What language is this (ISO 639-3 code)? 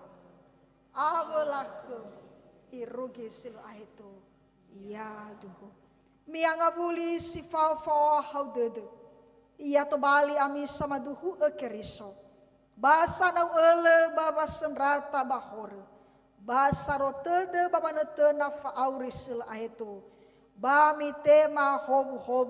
nia